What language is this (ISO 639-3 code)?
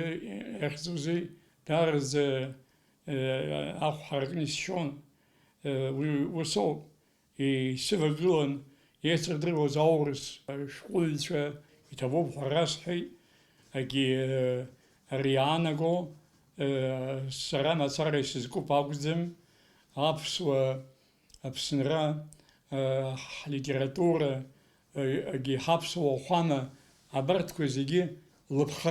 abk